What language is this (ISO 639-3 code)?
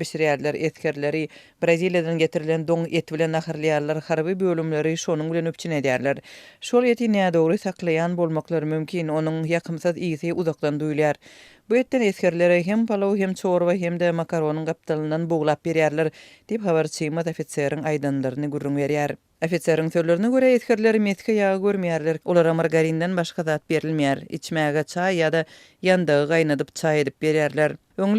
tuk